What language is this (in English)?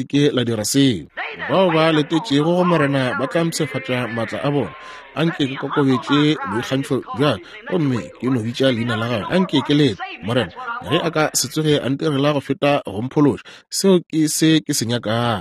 Northern Sotho